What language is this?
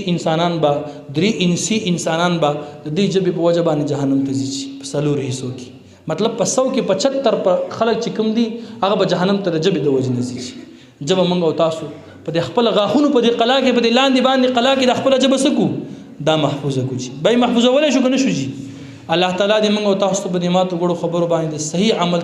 Pashto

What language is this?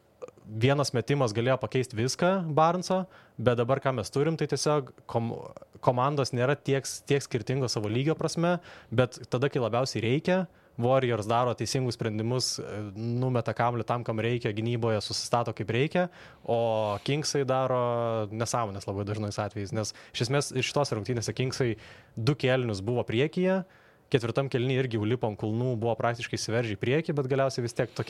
Lithuanian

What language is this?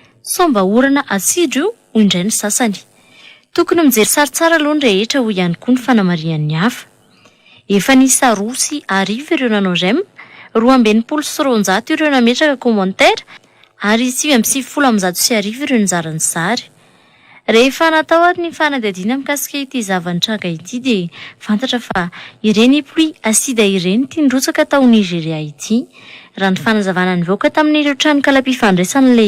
Malagasy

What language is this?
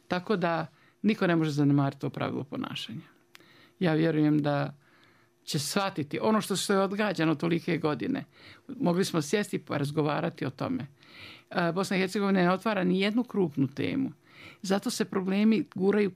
Bosnian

